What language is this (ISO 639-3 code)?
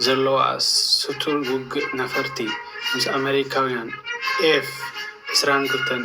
tir